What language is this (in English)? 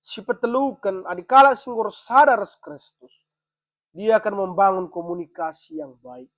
Batak Karo